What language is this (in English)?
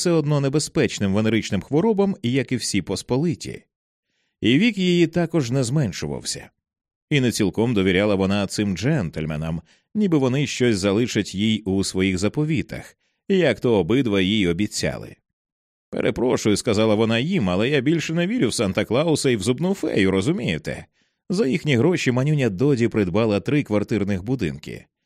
Ukrainian